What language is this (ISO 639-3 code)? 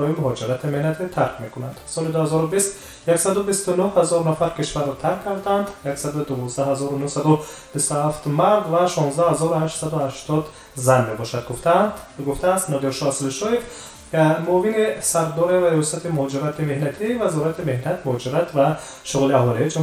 tgk